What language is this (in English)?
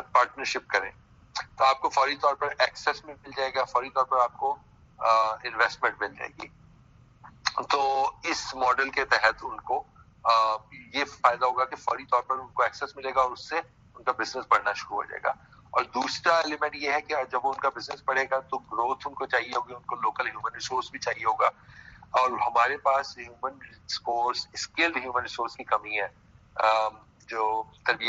Urdu